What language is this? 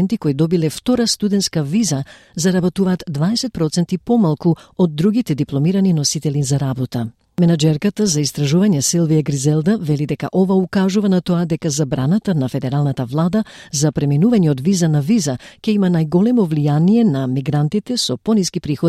Macedonian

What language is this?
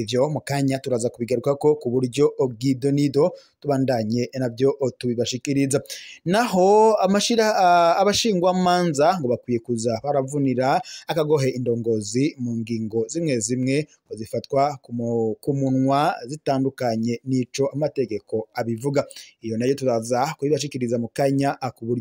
Rundi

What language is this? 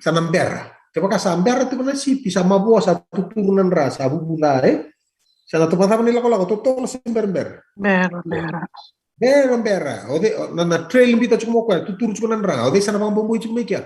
Fijian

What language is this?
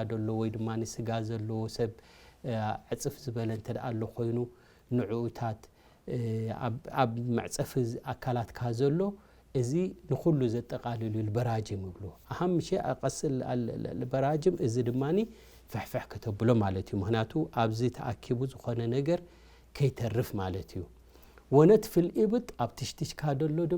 Tigrinya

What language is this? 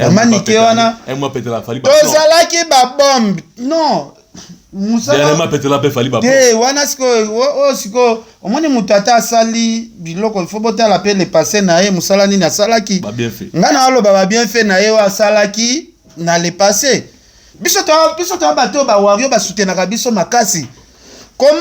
Lingala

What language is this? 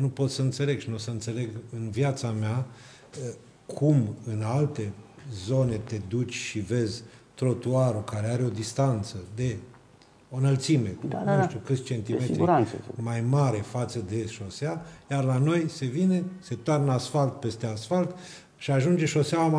Romanian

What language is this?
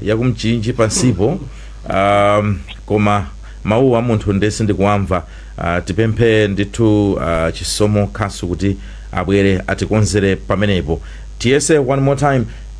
Nyanja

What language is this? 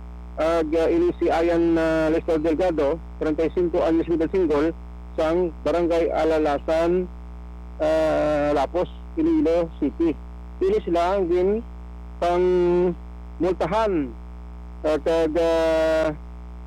Hiligaynon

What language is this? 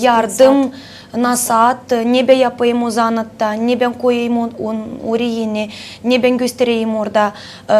Gagauz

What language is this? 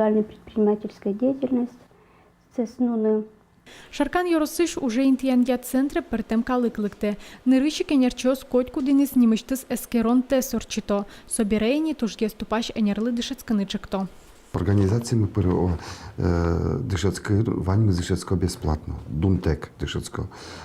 Udmurt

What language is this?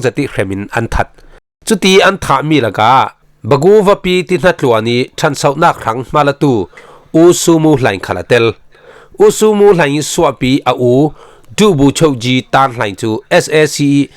Falam Chin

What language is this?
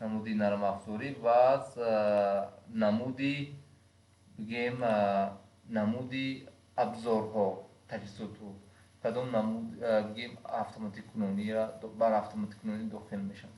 Tajik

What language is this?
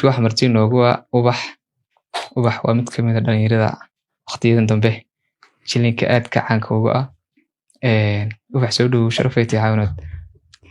Somali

